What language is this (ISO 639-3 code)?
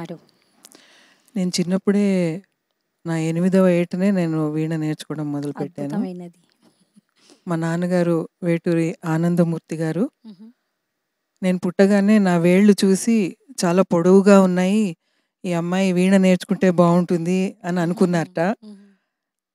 tel